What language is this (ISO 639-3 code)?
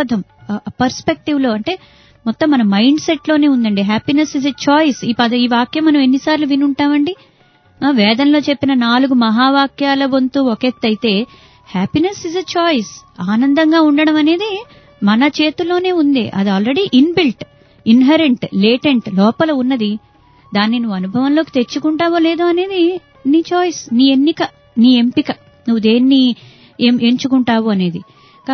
tel